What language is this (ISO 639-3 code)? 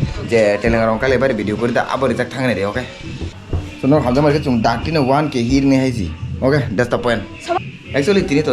trp